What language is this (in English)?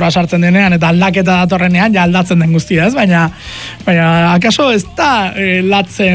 Basque